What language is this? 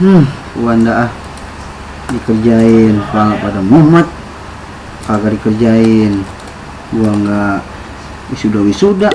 Betawi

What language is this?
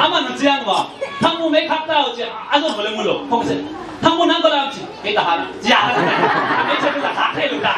Tedim Chin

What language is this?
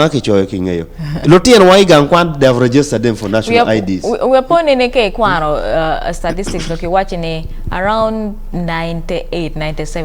Acoli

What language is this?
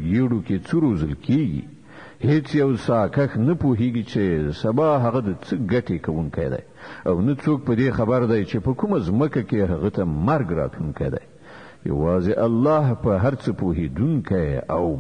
Pashto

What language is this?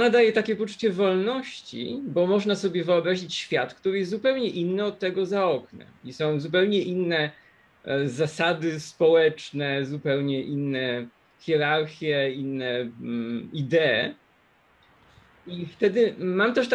Polish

